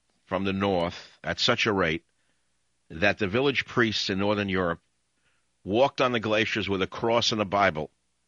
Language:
English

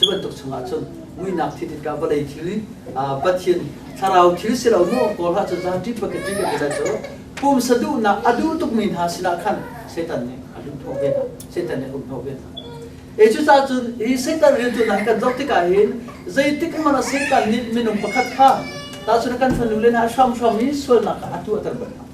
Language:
Hakha Chin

